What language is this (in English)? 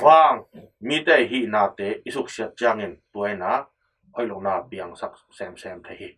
Tedim Chin